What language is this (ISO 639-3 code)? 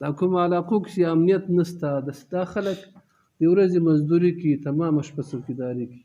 pus